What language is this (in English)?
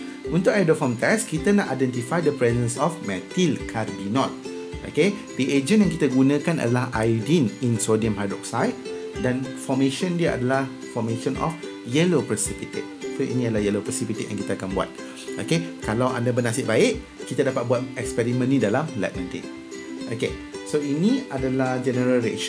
Malay